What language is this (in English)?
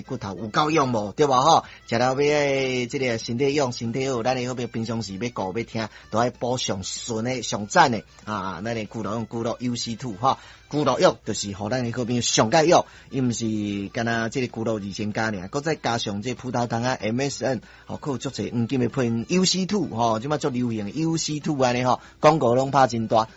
Min Nan Chinese